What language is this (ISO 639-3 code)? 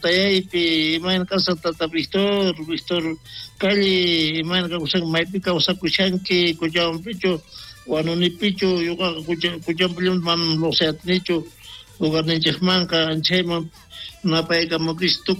quh